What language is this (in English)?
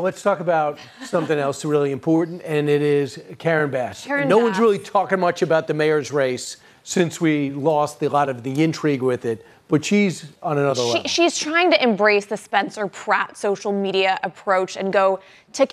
English